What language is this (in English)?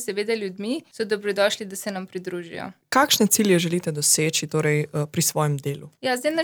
Slovenian